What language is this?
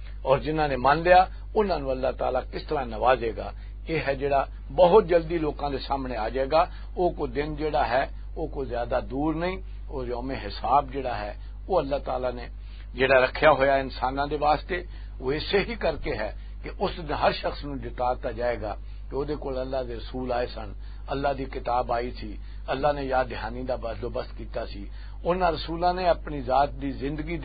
Western Panjabi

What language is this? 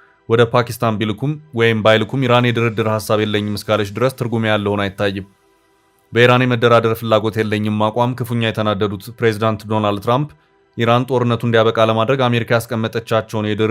Amharic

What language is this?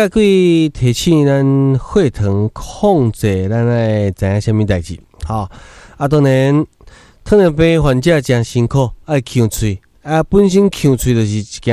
Min Nan Chinese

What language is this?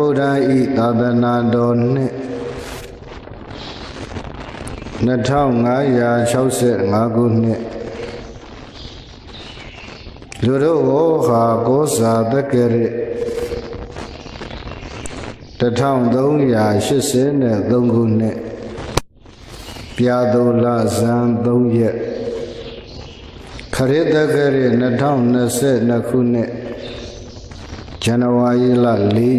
Burmese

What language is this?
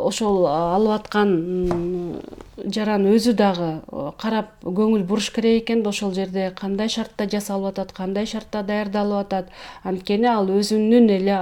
Kyrgyz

